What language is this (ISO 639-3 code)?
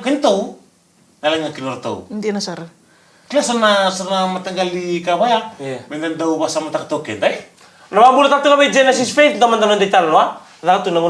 fij